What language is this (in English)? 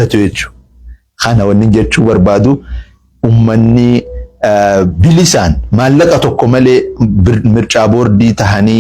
Oromo